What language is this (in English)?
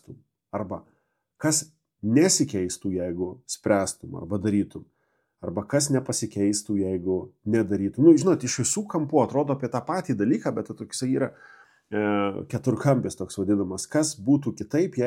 Lithuanian